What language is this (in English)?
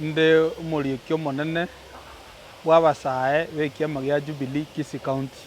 Gusii